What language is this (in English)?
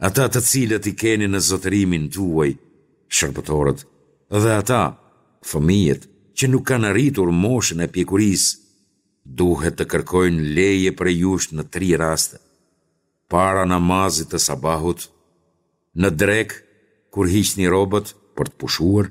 Albanian